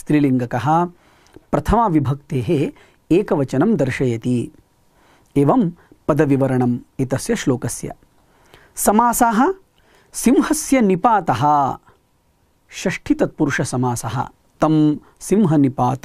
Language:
Sanskrit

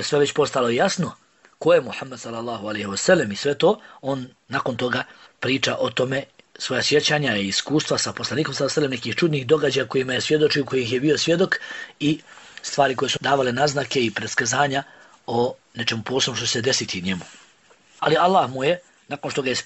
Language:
Bosnian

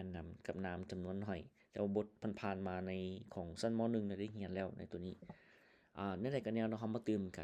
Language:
Lao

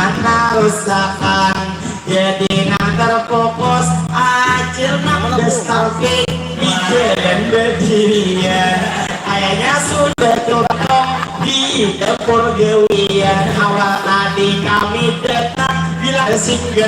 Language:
Banjar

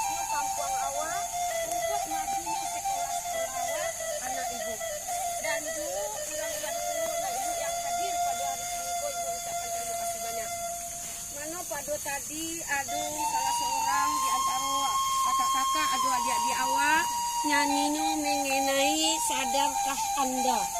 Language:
Minangkabau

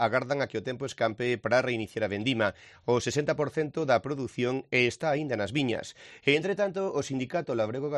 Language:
Galician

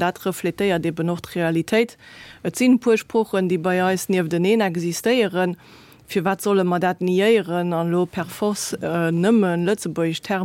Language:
Luxembourgish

